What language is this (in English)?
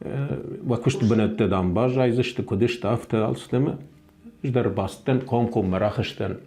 Ossetic